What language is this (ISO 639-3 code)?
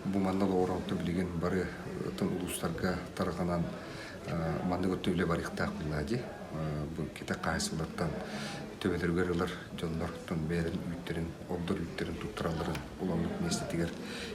sah